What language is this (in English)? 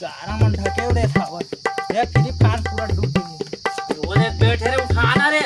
Chhattisgarhi